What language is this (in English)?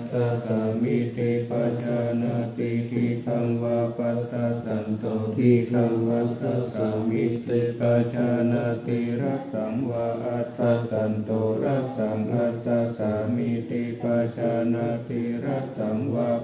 Pali